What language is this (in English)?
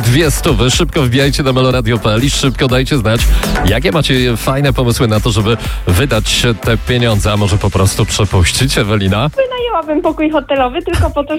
Polish